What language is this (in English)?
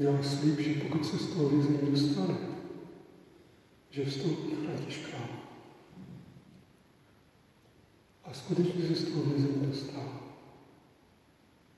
Czech